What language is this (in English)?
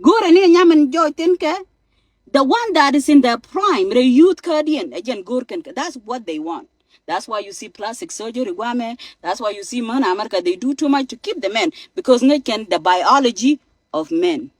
Nuer